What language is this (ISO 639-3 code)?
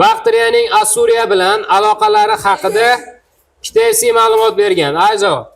uzb